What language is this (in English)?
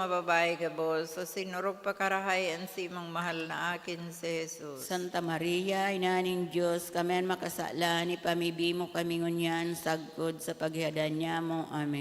Bikol